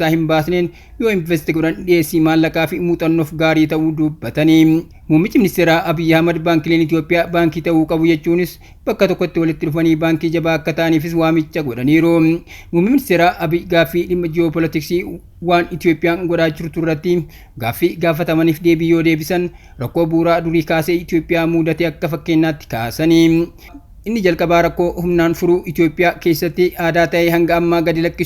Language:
Oromo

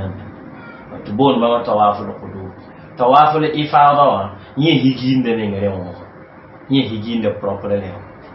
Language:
Mossi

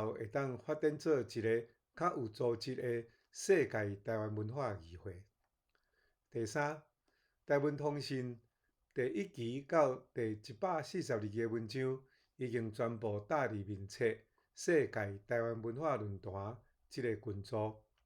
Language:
Min Nan Chinese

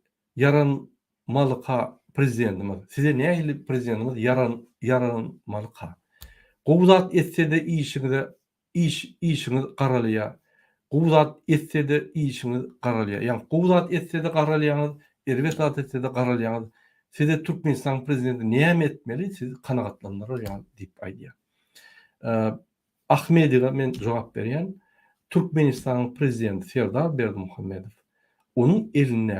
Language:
Turkmen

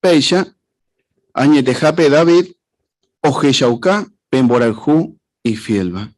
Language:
Guarani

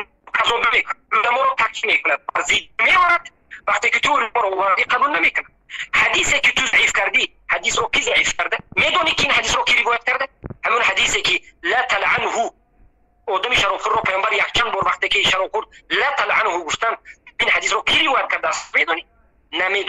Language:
Tajik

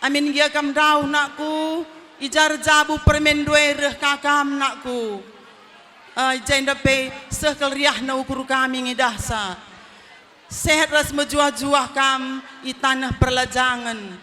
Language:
Batak Karo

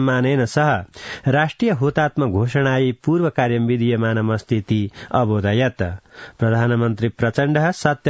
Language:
Sanskrit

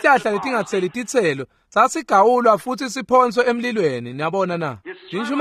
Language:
Swati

